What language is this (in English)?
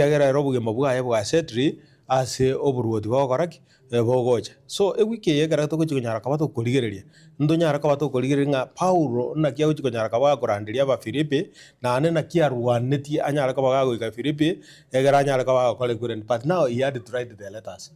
Gusii